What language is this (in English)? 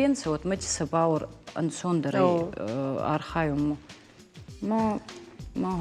Ossetic